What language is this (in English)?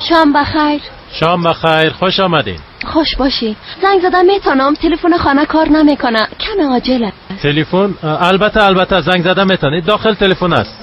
Persian